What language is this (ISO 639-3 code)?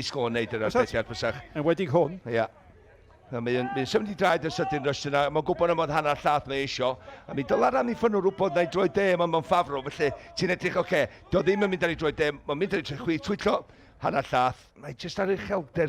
cym